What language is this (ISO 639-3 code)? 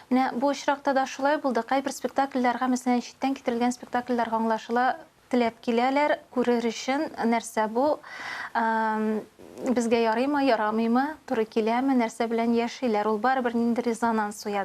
tat